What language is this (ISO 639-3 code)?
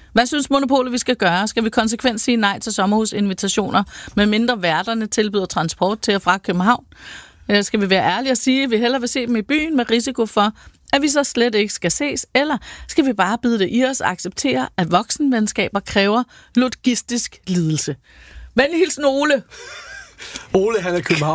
dan